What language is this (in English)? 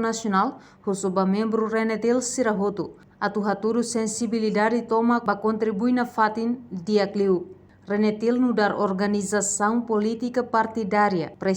Tetum